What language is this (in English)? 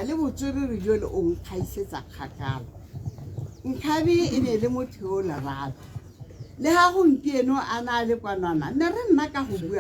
Tswana